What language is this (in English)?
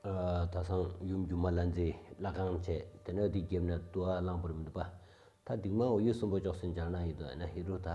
Stod Bhoti